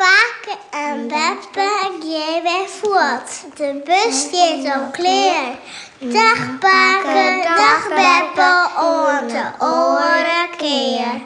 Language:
Western Frisian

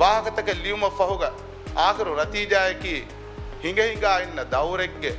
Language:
Divehi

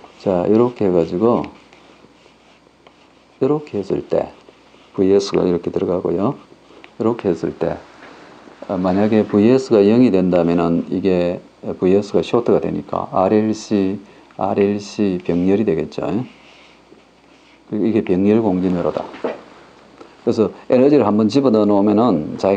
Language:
Korean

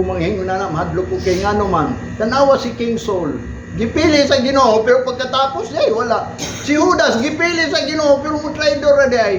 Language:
Cebuano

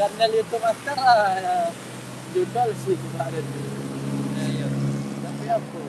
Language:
Minangkabau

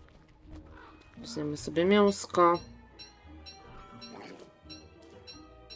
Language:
Polish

